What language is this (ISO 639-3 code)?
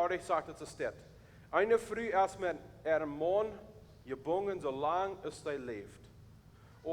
pdt